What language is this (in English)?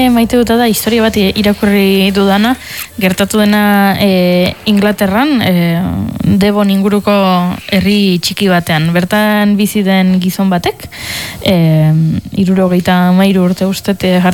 Basque